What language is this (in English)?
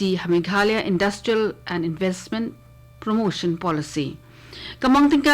Khasi